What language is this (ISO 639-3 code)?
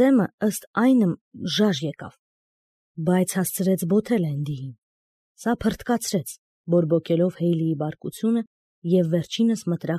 hye